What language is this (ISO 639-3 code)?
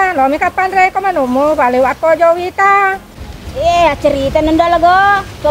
bug